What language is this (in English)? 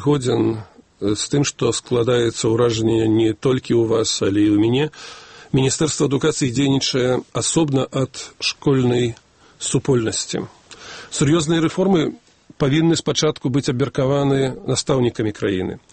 Belarusian